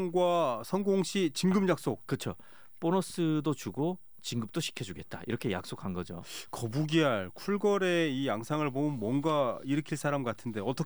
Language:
Korean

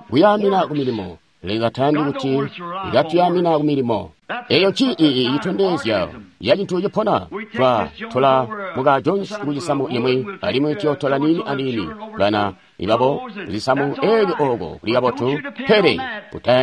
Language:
Tonga (Zambia)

